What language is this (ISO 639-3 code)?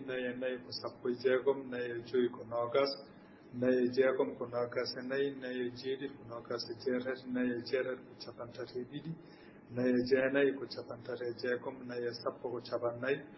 ful